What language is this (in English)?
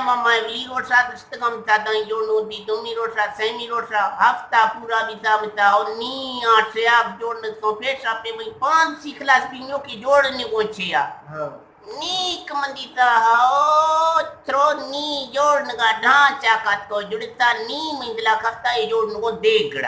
Eastern Balochi